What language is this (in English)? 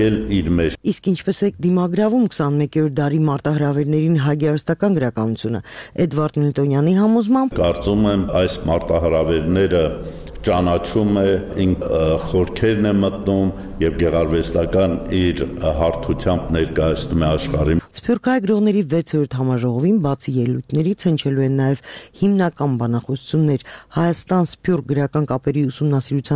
Armenian